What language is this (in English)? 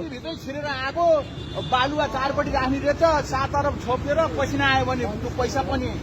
Nepali